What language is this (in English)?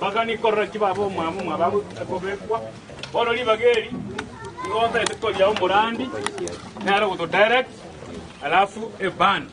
Gusii